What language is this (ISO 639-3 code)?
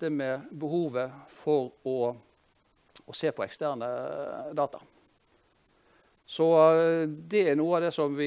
nor